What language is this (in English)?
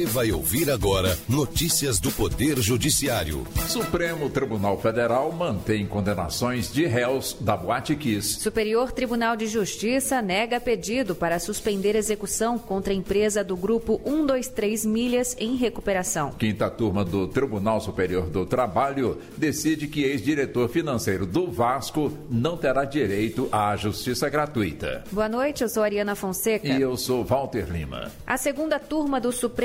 Portuguese